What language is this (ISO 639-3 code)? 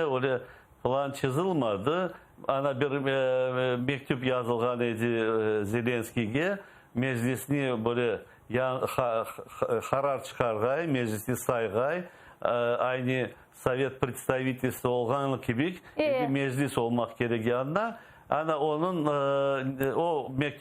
crh